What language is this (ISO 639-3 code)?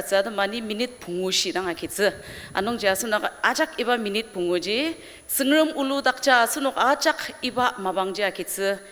njo